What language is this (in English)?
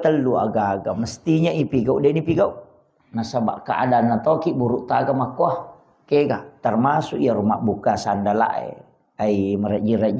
Buginese